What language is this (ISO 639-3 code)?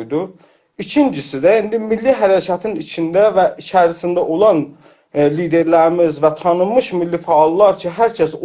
azb